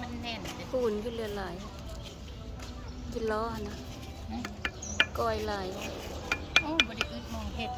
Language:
Lao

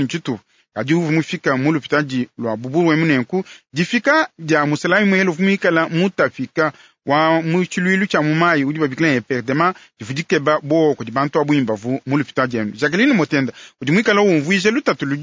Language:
Luba-Lulua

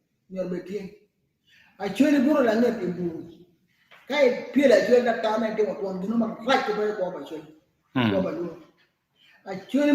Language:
Acoli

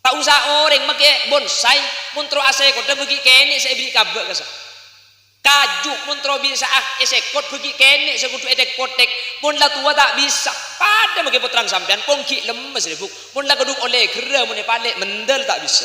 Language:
Madurese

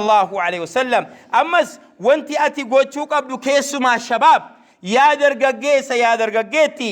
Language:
Oromo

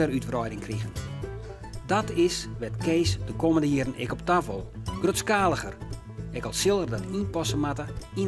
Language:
Western Frisian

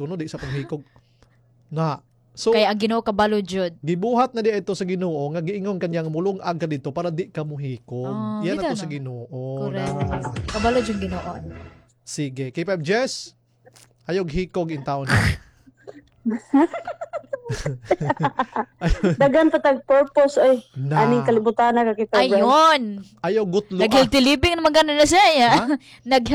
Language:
Cebuano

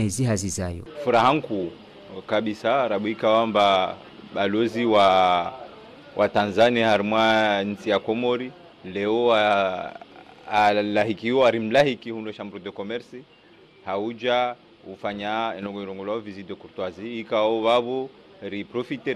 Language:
Ngazidja Comorian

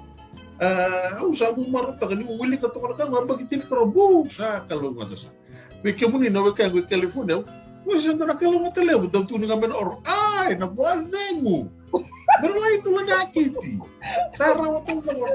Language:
Fijian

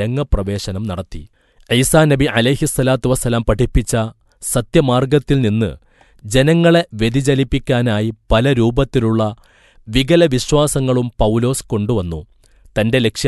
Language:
Malayalam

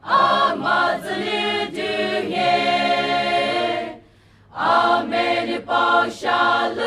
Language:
Poumei Naga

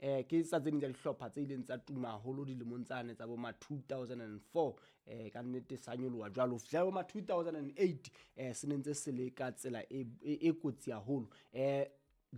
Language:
Southern Sotho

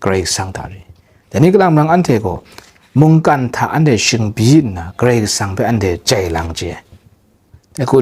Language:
Kachin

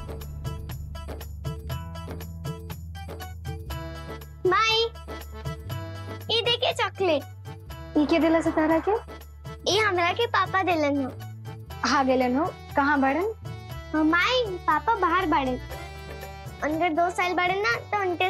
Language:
Bhojpuri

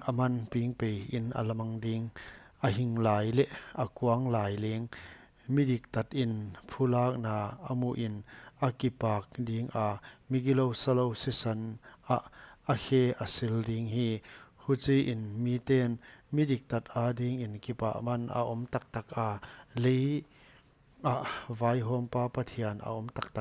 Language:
Paite Chin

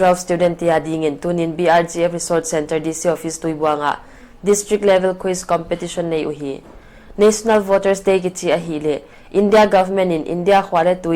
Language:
Paite Chin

